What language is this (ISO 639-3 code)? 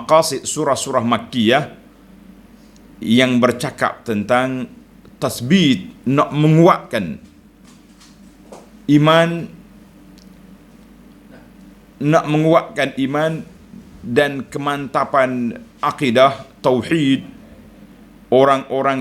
msa